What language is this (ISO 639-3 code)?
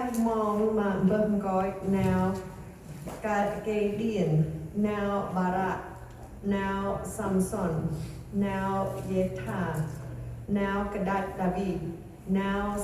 cmo